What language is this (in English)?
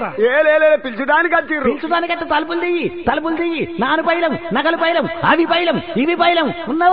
Telugu